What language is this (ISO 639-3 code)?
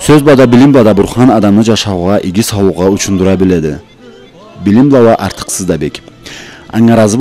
krc